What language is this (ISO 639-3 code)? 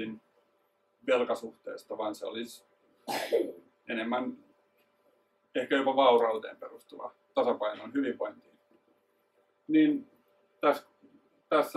fin